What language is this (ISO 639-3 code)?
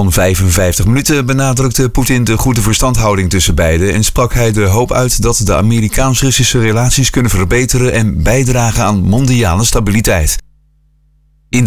nld